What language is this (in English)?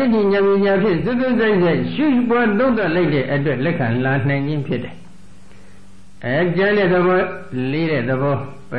Burmese